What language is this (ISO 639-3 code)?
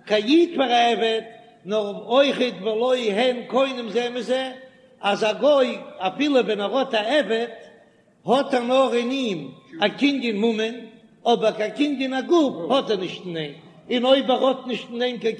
yid